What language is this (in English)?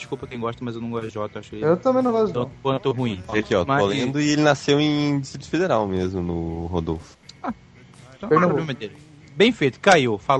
Portuguese